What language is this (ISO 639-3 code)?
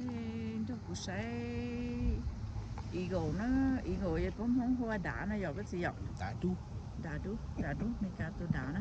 hmn